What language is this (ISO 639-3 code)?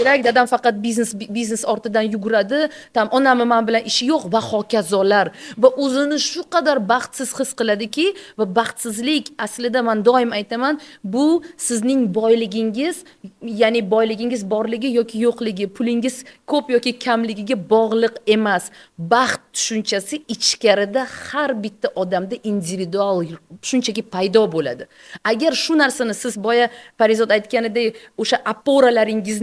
uzb